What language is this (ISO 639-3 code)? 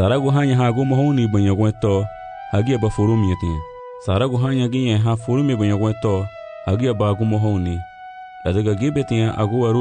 cab